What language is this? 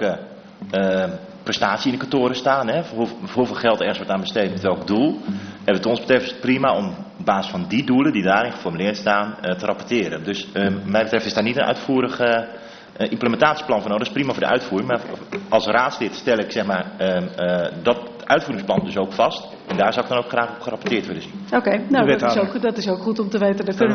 Dutch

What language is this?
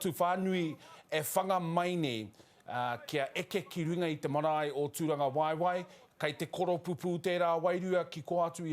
Māori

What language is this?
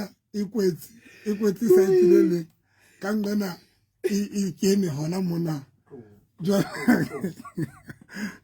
Southern Sotho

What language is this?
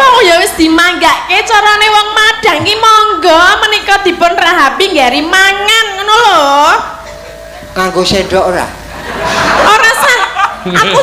Javanese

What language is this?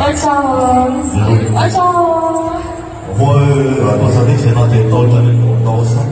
Hmong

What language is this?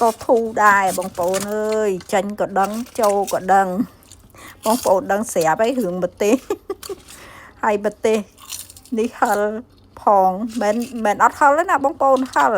Khmer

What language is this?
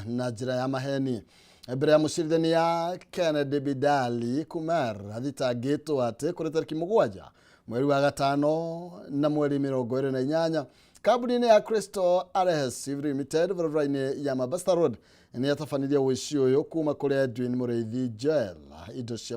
Kikuyu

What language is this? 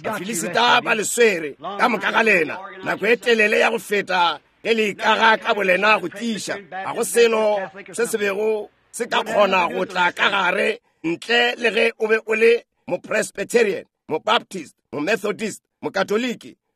Northern Sotho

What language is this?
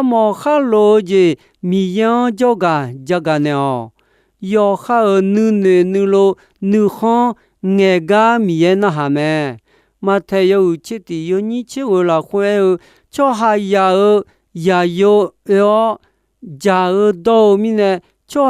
Akha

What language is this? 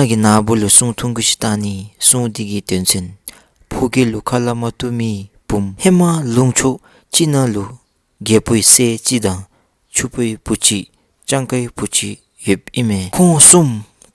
Dzongkha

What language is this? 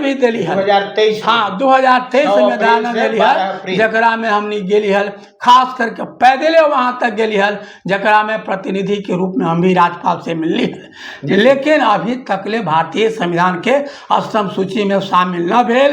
Magahi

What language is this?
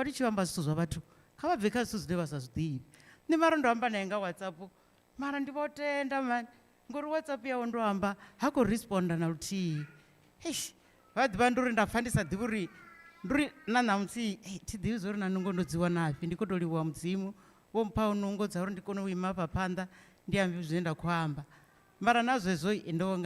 Venda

